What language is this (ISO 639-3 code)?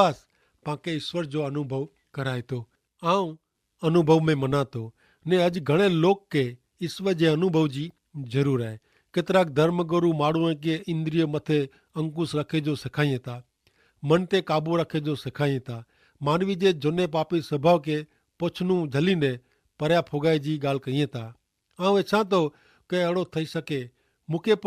kfr